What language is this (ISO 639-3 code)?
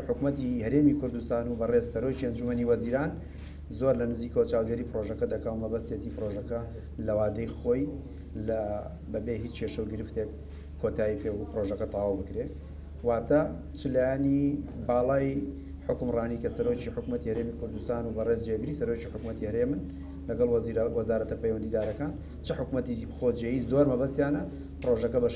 ckb